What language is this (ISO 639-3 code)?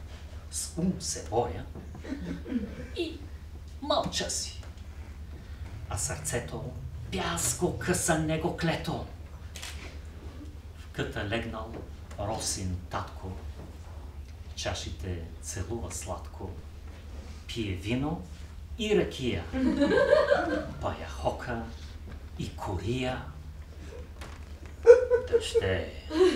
bul